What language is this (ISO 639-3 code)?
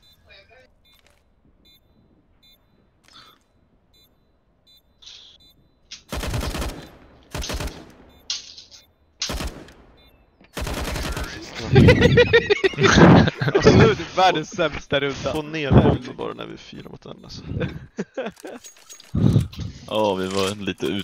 swe